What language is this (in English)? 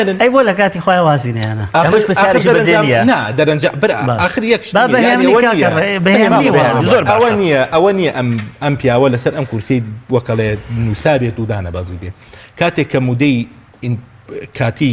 Central Kurdish